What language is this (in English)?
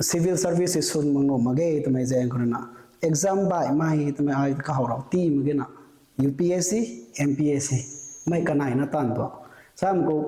Rongmei Naga